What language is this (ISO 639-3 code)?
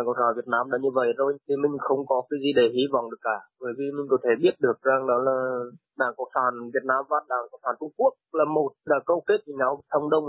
vie